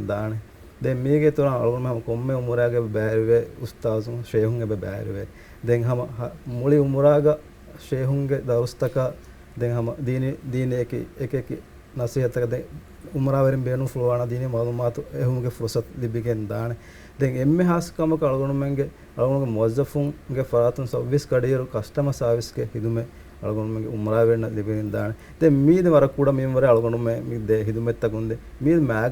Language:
Divehi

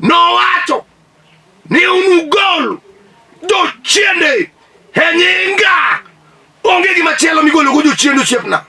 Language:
Luo (Kenya and Tanzania)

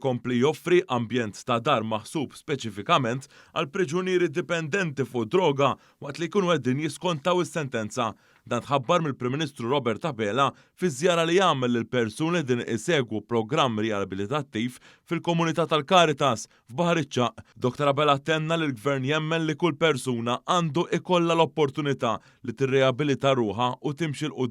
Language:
Maltese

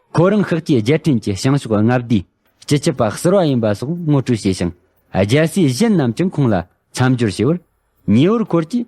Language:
Tibetan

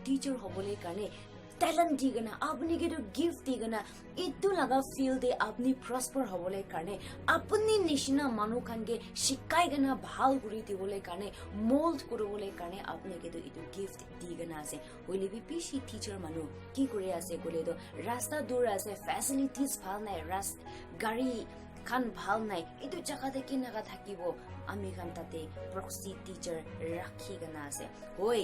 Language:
Naga Pidgin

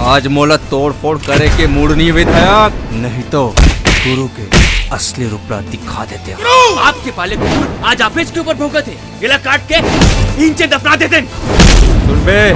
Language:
Chhattisgarhi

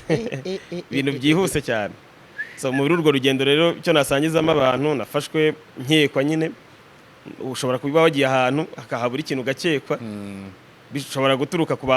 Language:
Kinyarwanda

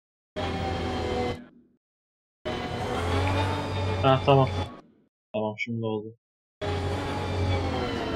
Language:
Turkish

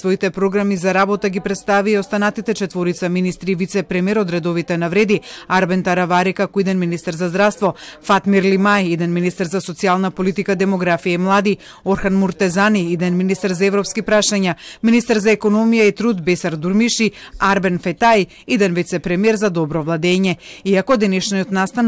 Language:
Macedonian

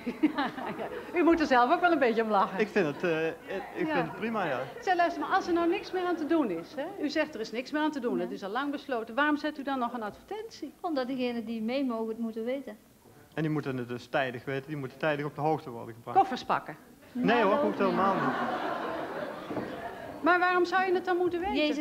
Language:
Dutch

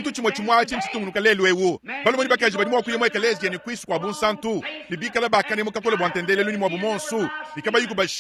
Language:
Luba-Lulua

